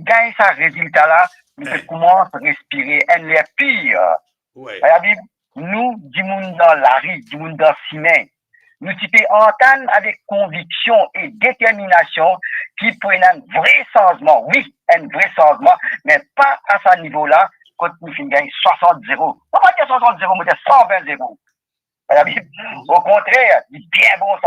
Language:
Morisyen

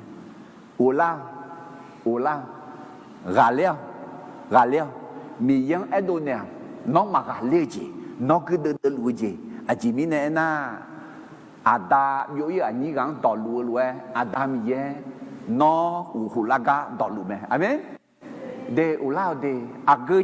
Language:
Akha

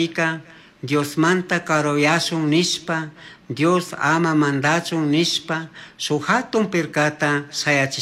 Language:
Chimborazo Highland Quichua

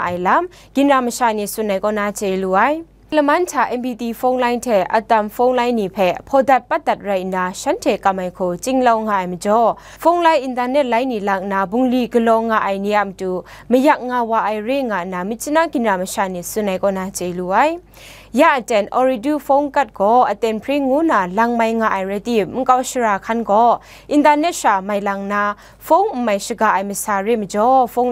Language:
Kachin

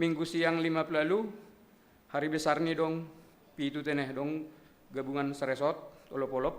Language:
Batak Simalungun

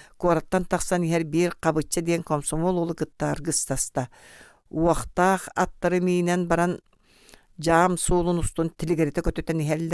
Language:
Yakut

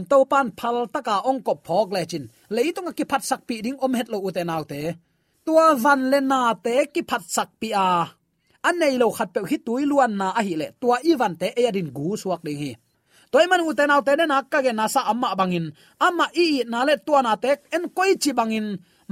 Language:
Tedim Chin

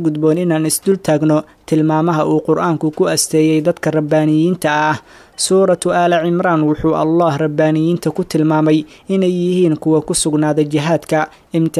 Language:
Somali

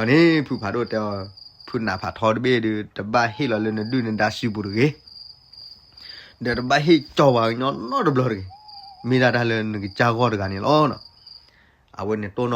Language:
S'gaw Karen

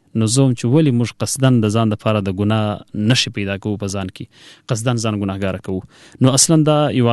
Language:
Pashto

